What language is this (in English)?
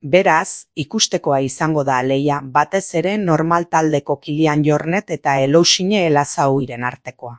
Basque